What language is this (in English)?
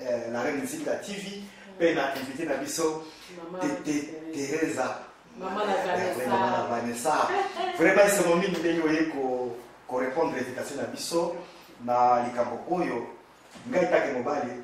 Lingala